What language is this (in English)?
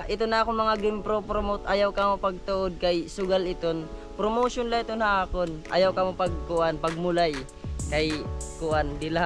Waray